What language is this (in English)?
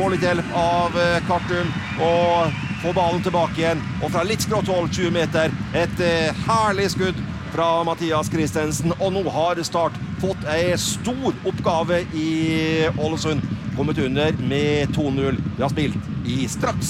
Norwegian